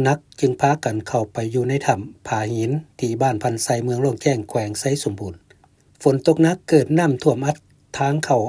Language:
Lao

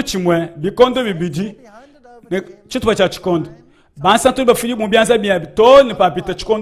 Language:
Luba-Lulua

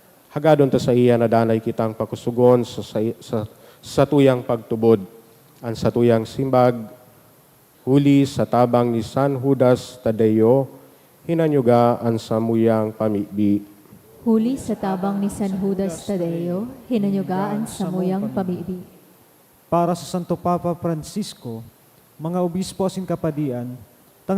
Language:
Bikol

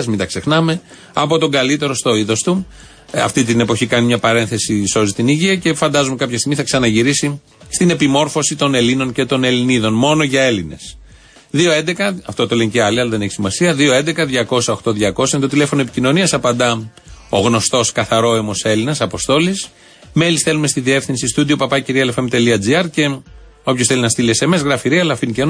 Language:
Greek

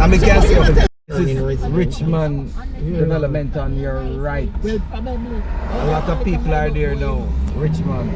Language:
Jamaican Creole English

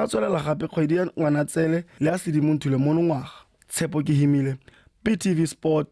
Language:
Tswana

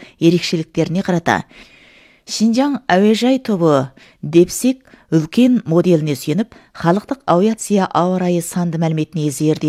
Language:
Kazakh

